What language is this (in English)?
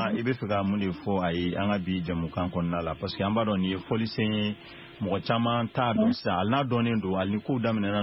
Bambara